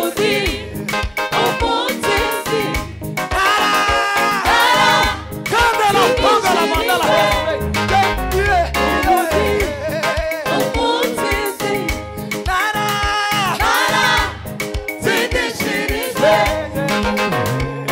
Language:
Kinyarwanda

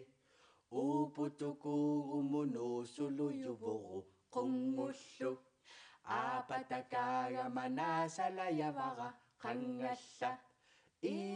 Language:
Kalaallisut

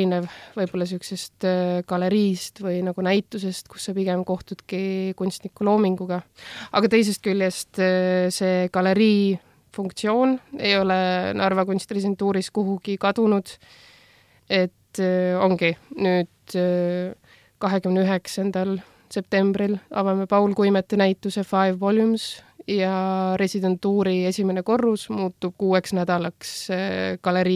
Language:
Estonian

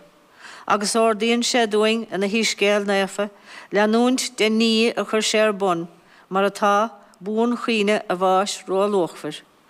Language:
Irish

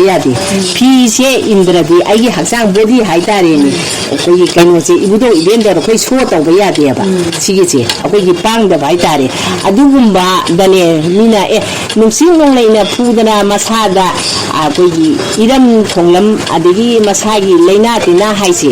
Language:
Manipuri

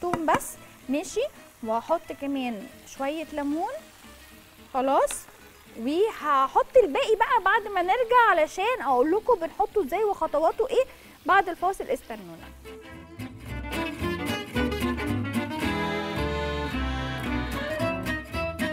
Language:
Egyptian Arabic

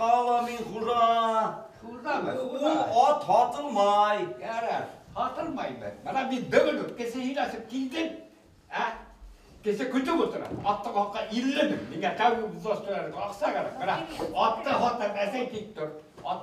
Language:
Bashkir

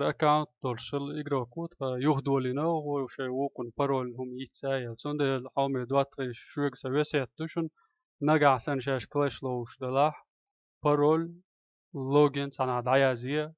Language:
Chechen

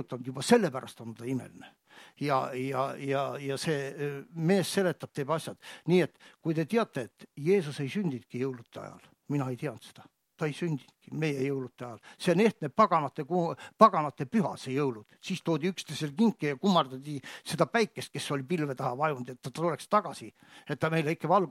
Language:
Estonian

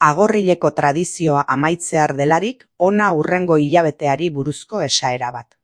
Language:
Basque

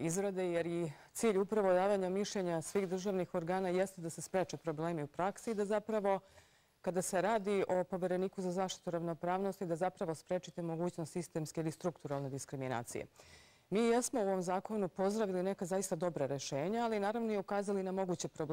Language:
Serbian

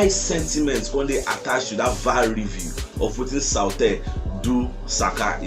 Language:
Nigerian Pidgin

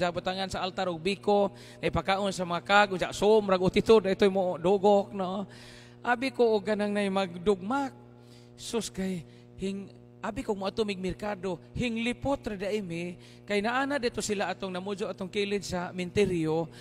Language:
Cebuano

